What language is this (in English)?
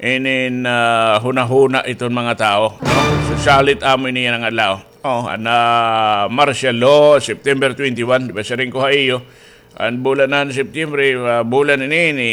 Waray